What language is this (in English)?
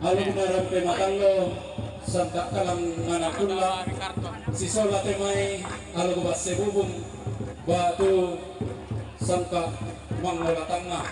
Toraja-Sa'dan